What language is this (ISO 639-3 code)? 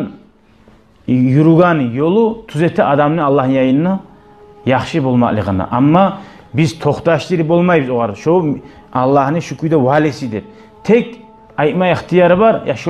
kum